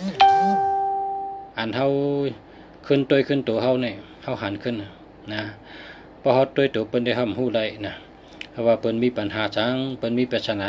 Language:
Shan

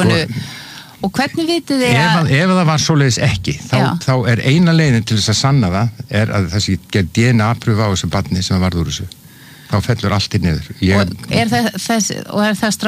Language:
Icelandic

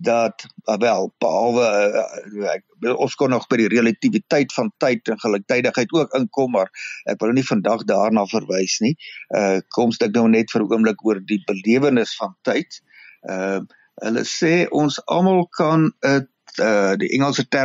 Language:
Afrikaans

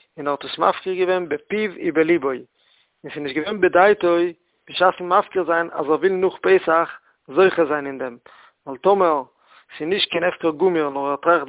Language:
Yiddish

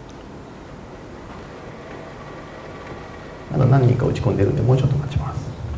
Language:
Japanese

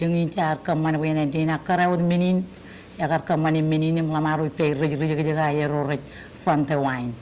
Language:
Marshallese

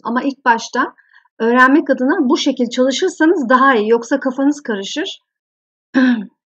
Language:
Turkish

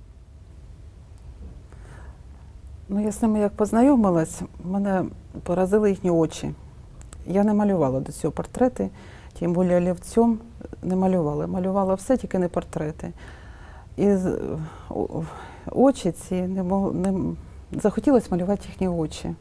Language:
Ukrainian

